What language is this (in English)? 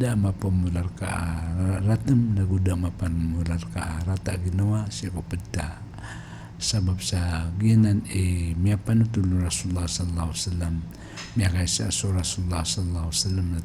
Maranao